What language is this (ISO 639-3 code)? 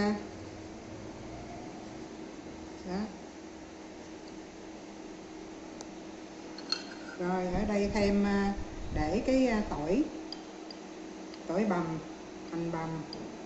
vie